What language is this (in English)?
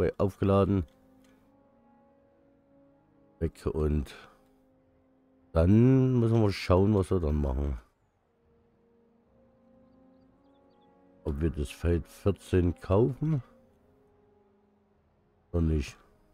German